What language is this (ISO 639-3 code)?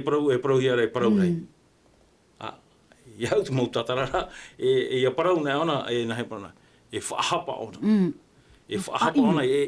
tah